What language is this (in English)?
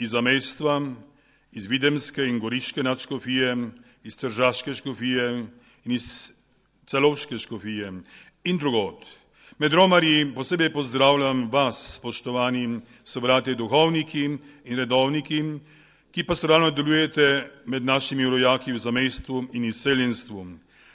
Slovenian